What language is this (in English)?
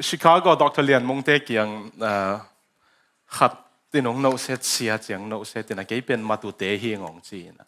Tedim Chin